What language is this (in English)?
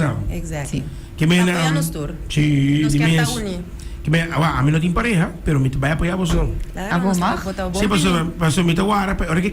Papiamento